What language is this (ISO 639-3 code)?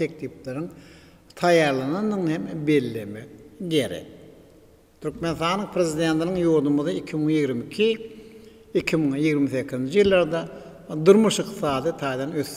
tuk